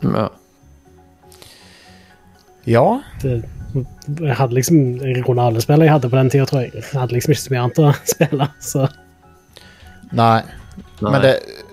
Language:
Norwegian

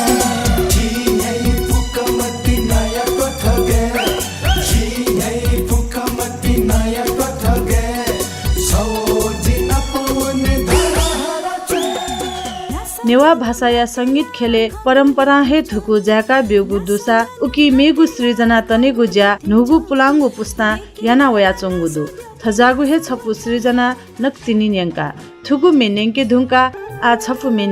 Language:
Newari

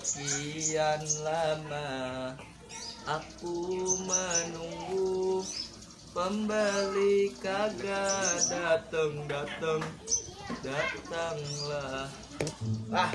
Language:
Betawi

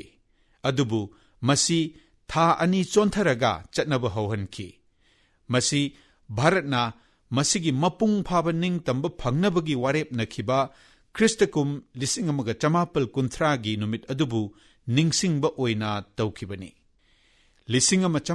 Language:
Manipuri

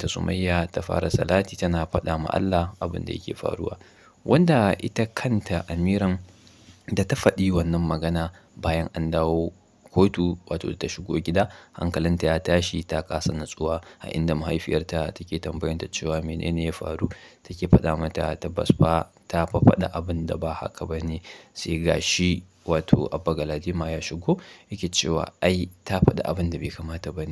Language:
Hausa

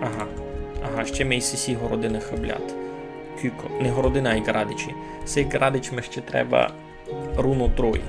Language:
Rusyn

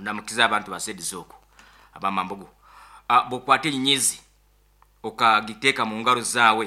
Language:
Nyoro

